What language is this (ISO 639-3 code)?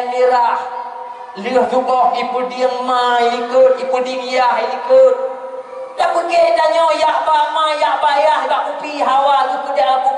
ace